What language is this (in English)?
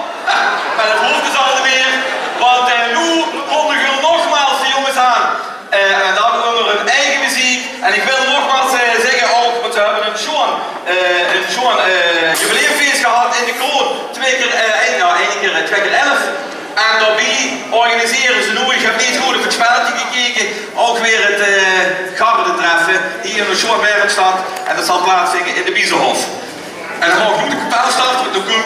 Limburgish